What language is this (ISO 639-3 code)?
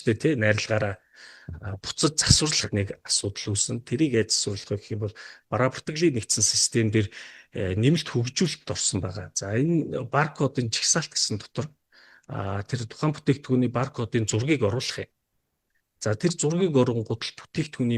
mon